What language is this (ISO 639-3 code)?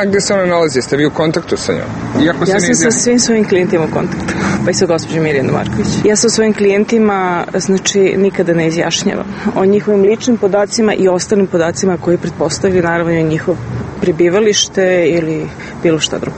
srp